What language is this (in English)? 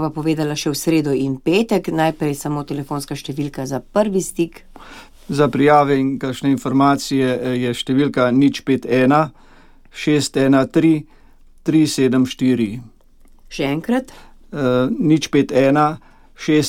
Slovenian